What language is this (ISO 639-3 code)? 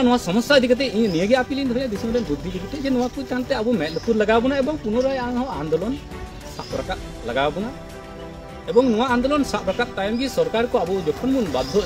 sat